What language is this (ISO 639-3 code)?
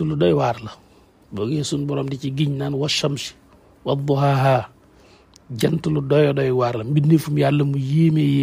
wol